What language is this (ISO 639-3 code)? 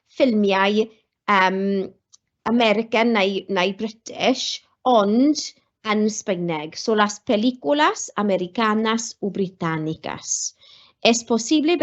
cym